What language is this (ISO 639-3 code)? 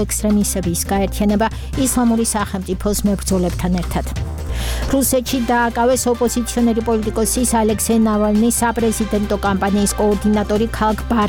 kat